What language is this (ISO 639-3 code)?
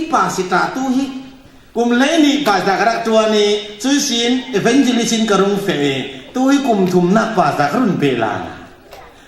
cfm